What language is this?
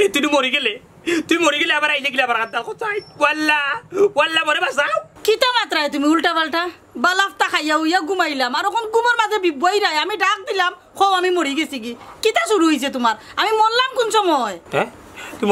Sylheti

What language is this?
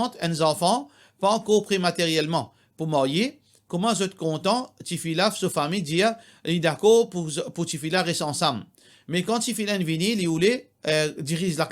Morisyen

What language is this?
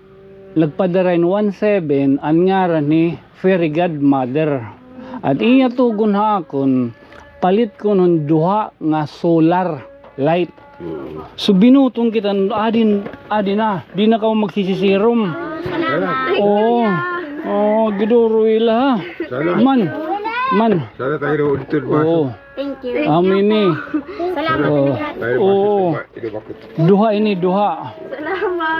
Waray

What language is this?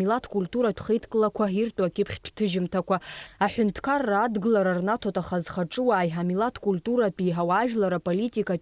Abkhazian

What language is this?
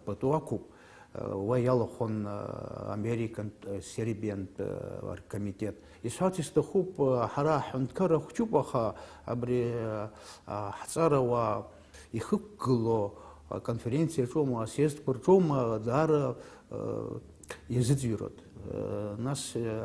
Abkhazian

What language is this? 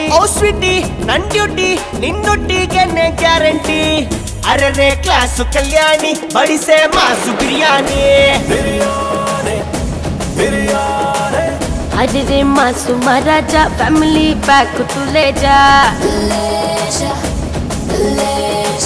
Kannada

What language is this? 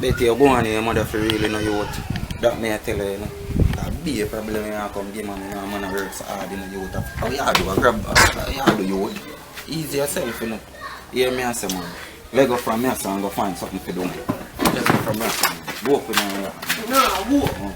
Jamaican Creole English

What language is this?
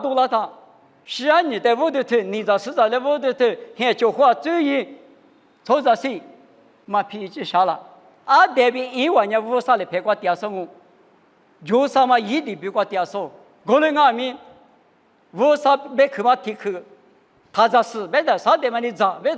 Lisu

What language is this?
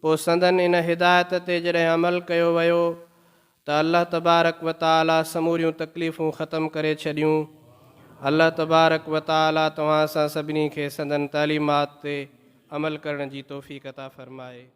Sindhi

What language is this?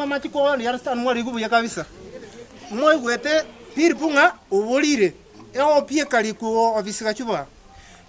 Gusii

